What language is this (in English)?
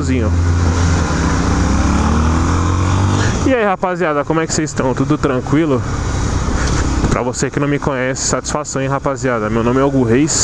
Portuguese